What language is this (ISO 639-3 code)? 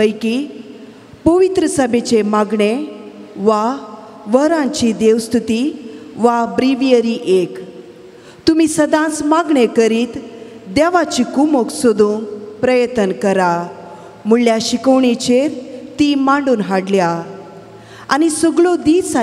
kok